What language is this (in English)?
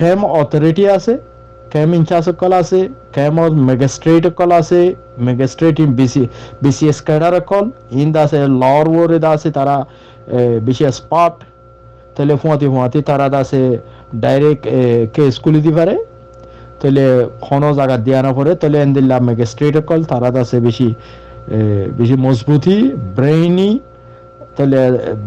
Rohingya